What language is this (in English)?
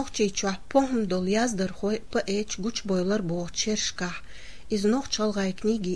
Chechen